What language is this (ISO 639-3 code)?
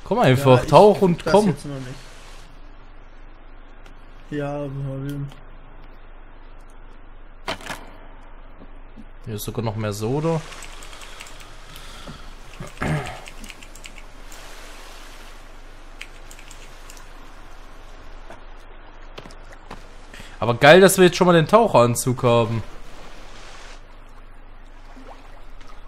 deu